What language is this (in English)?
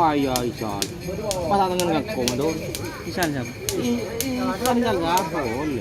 Madurese